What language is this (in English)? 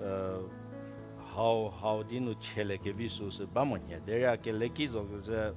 Angami Naga